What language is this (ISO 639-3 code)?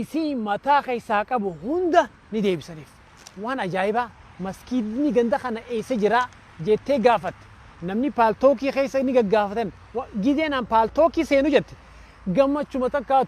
orm